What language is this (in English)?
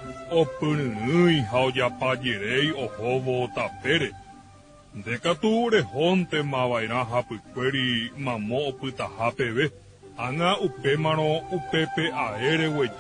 Guarani